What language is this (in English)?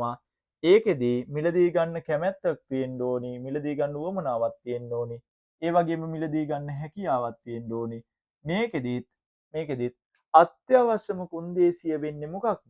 Sinhala